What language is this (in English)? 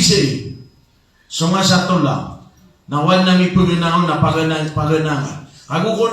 Maranao